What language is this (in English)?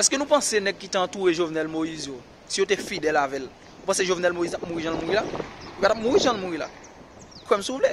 Haitian Creole